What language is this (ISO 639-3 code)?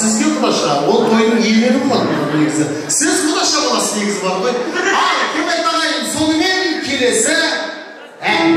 kaa